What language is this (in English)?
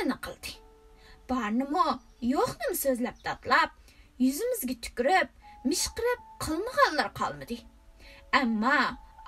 Uyghur